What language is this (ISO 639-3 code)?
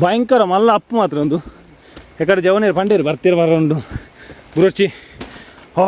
tcy